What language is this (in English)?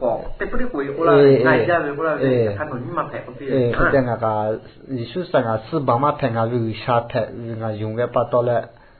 Lahu